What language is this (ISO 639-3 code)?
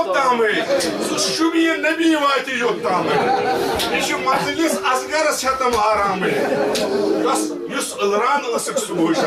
kas